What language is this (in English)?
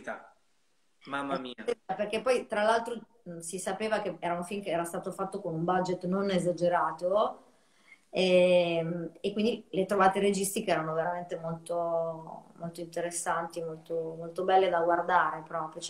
Italian